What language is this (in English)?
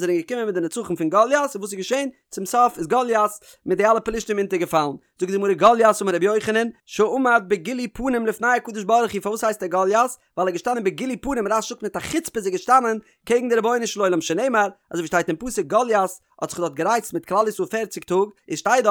Yiddish